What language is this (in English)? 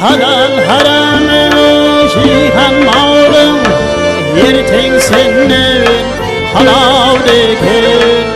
Kara-Kalpak